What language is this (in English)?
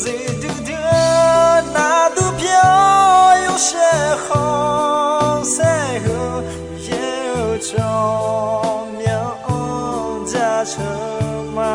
Akha